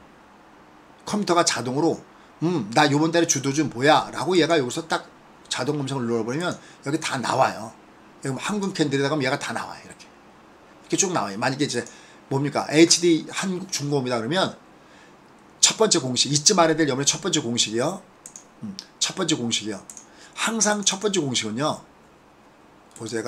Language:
Korean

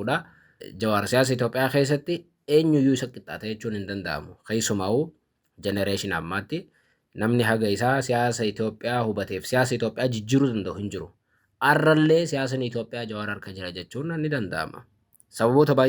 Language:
Oromo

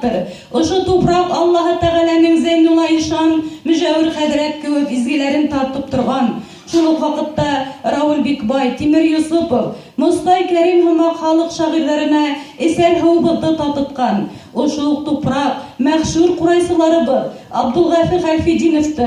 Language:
Bashkir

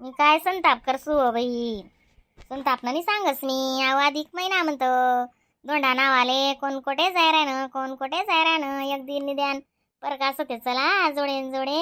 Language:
Khandesi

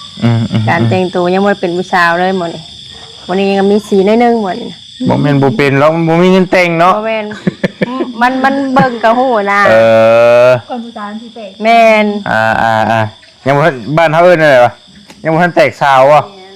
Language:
Northeastern Thai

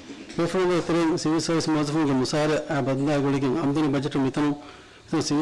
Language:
Divehi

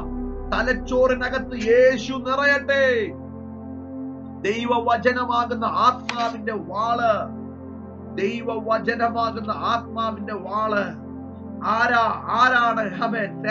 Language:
Malayalam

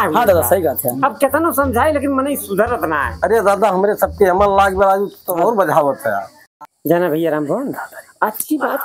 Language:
Awadhi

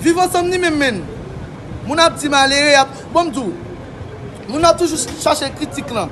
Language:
Haitian Creole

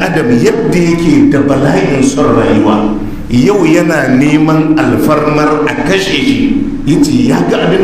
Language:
Hausa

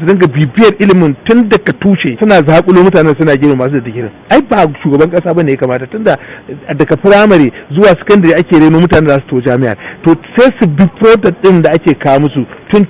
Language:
Hausa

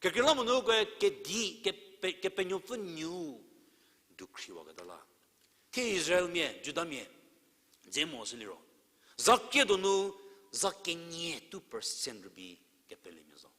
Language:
Angami Naga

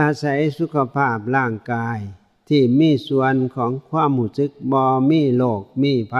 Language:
Northeastern Thai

